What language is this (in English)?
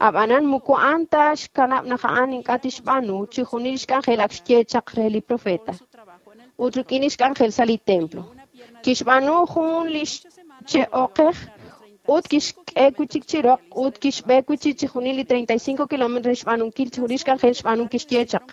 Kekchí